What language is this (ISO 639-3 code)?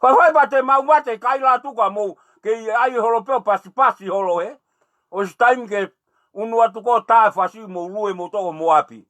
ton